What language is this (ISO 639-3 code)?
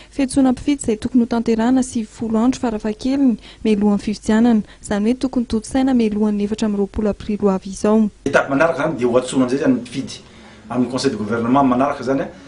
mlg